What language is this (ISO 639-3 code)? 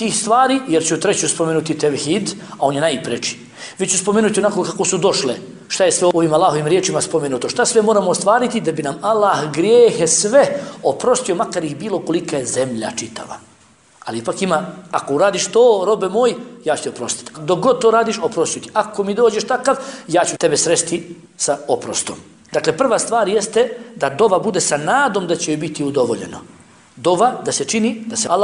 bos